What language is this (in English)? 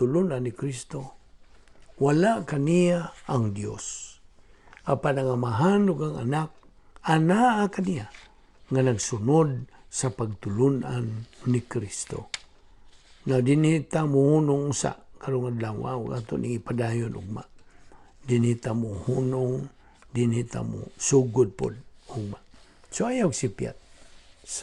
Cebuano